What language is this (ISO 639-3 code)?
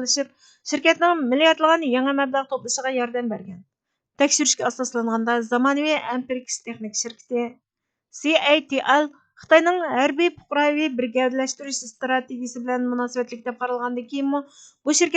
uig